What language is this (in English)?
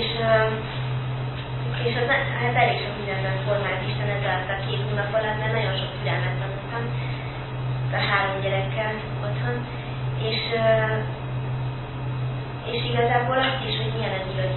Hungarian